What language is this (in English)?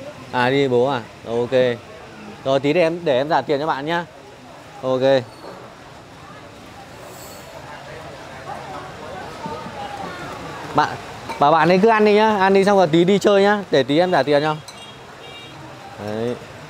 Vietnamese